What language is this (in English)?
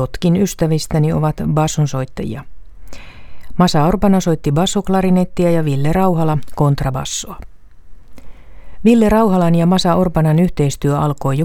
Finnish